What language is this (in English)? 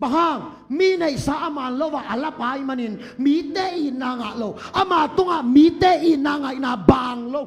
Tedim Chin